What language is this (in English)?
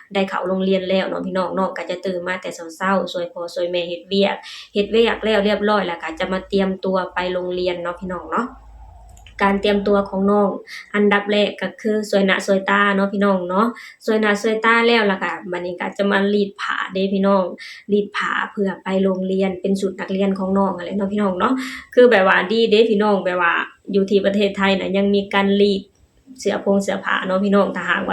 Lao